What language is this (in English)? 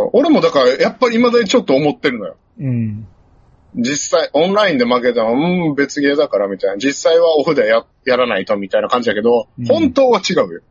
Japanese